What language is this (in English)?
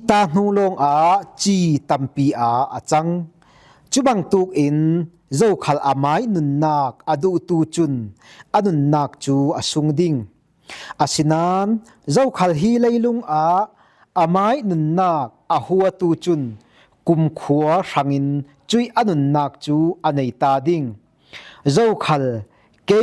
Falam Chin